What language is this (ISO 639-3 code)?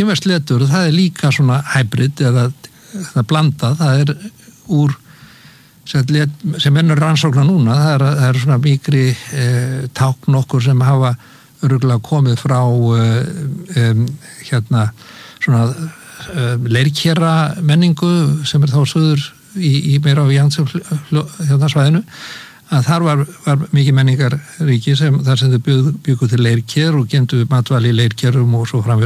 isl